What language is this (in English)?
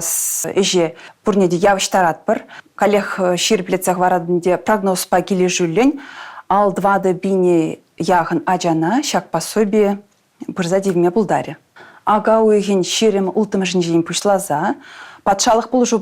Chuvash